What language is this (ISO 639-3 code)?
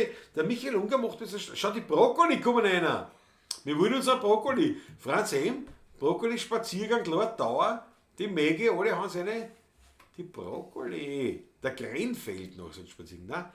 bar